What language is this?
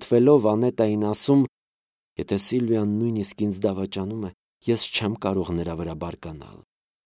Armenian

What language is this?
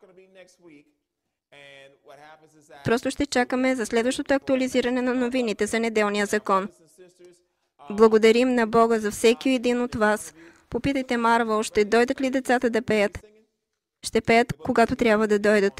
Bulgarian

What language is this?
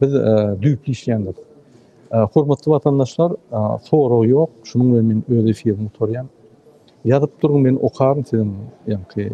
Turkmen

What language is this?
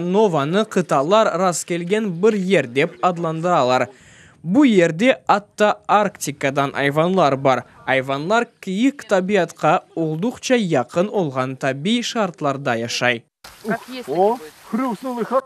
Crimean Tatar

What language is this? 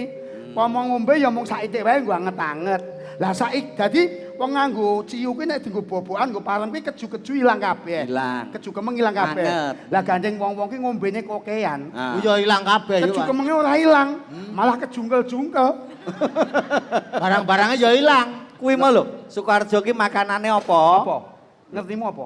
Javanese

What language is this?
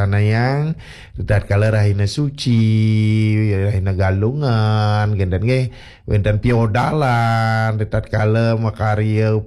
Balinese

